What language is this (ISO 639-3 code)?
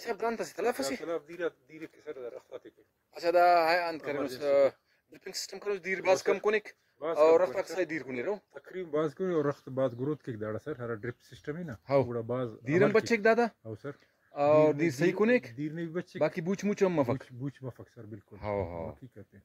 brh